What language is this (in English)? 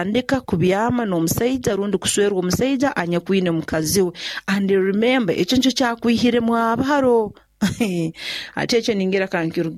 Nyoro